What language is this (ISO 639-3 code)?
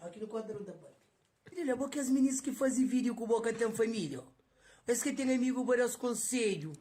kea